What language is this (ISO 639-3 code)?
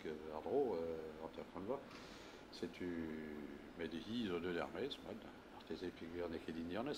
bre